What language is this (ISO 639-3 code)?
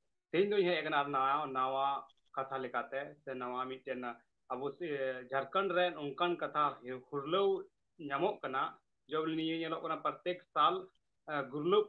sat